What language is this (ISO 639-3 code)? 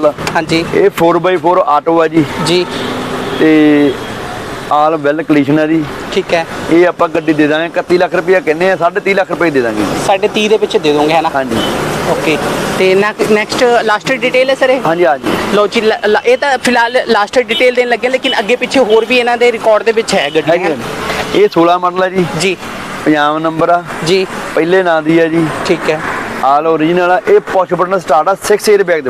pan